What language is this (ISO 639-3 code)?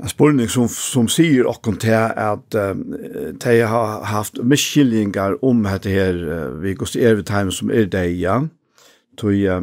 fao